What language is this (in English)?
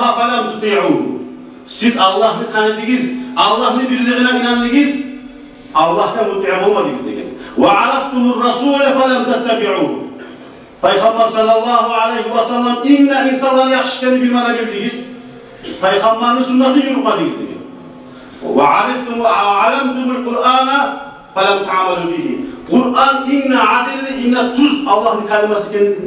Kumyk